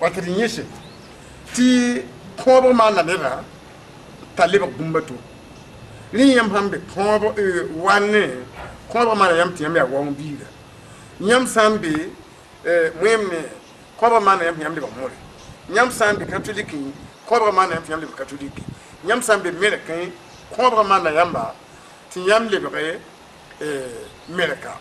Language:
Mossi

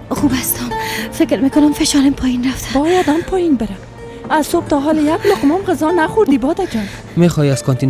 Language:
Persian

